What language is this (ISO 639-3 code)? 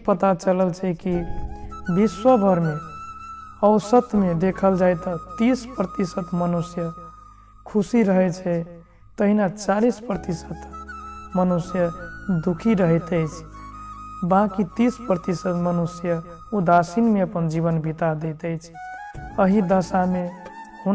mai